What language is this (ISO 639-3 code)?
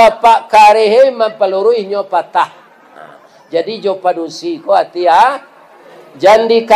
min